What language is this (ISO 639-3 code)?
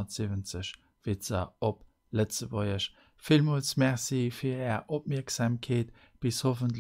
ltz